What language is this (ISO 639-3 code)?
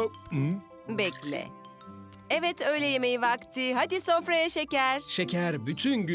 tur